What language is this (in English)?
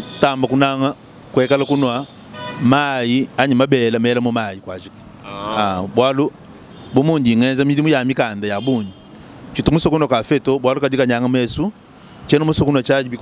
Luba-Lulua